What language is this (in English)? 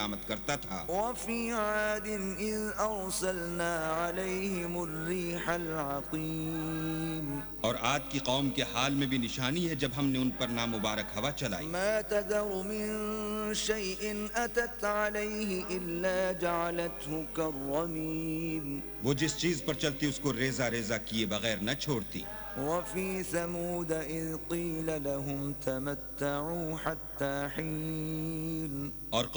Urdu